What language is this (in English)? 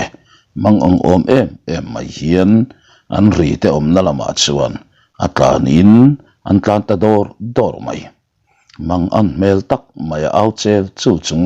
Mizo